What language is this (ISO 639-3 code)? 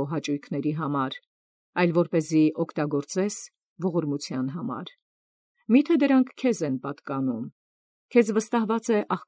hye